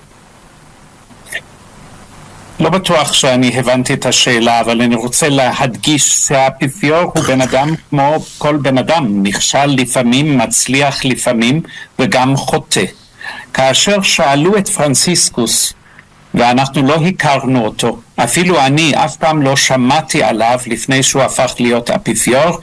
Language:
Hebrew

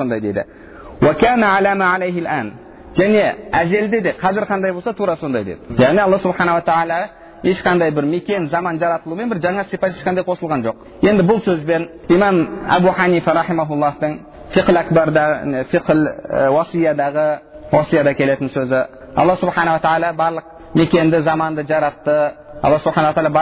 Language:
Kazakh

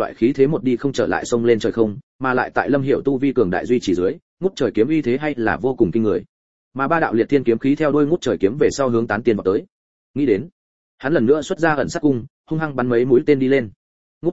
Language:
Vietnamese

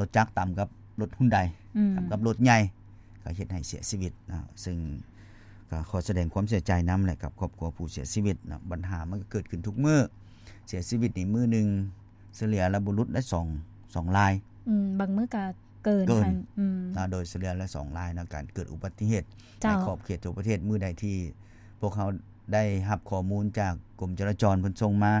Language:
Lao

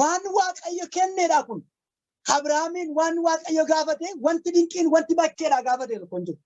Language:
Oromo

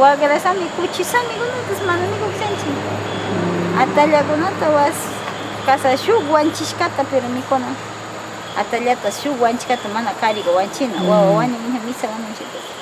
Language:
Northern Pastaza Quichua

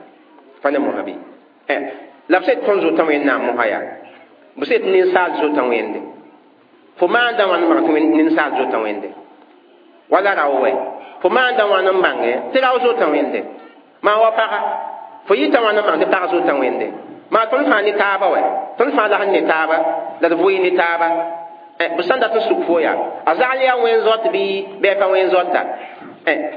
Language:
Mossi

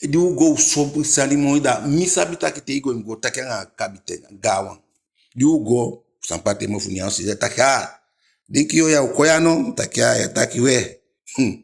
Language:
Eastern Maroon Creole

